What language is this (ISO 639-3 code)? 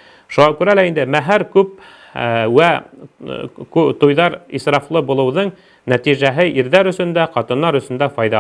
bak